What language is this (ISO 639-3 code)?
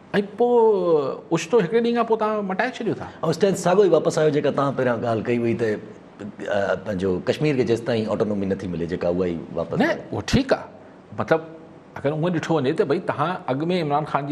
snd